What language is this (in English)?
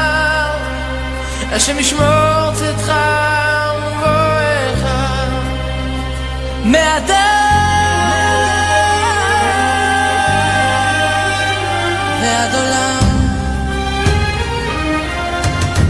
Hebrew